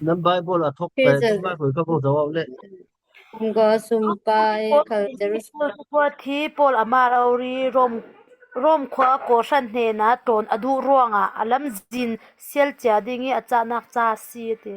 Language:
Falam Chin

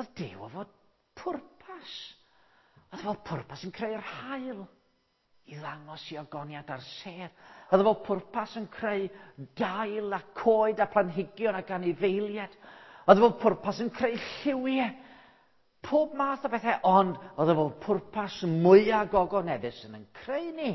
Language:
Welsh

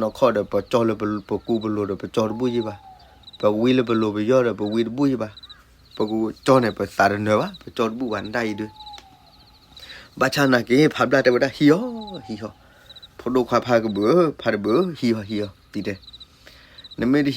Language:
S'gaw Karen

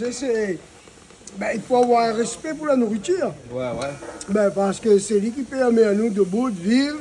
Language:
Réunion Creole French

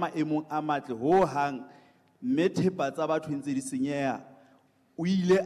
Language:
Southern Sotho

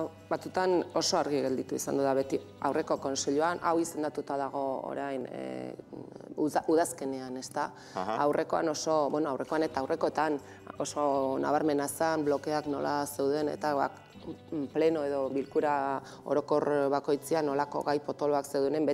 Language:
Basque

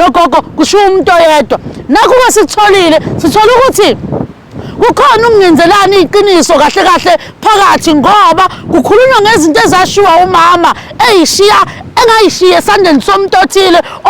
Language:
Zulu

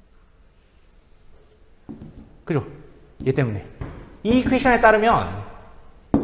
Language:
Korean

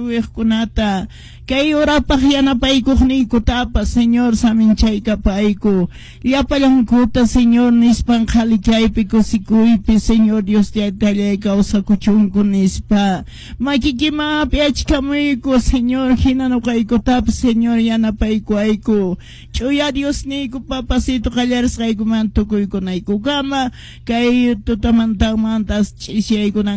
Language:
Quechua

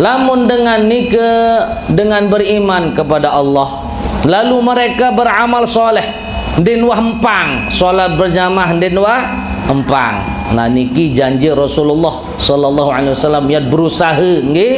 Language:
Sasak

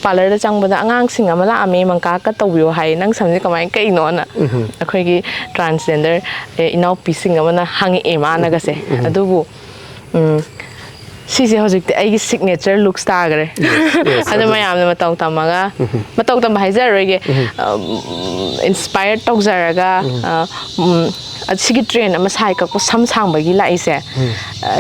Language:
Manipuri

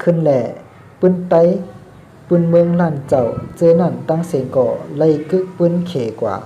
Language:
Shan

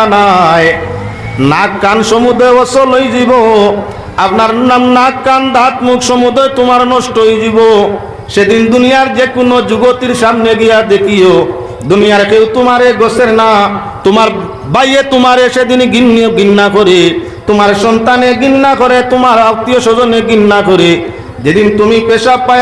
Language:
Sylheti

